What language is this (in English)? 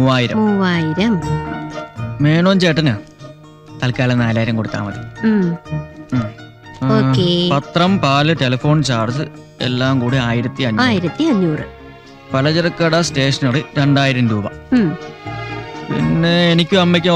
Malayalam